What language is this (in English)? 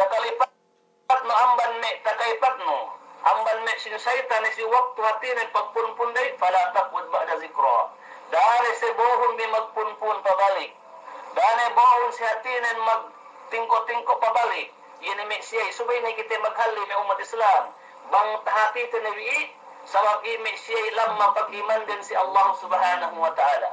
Yakan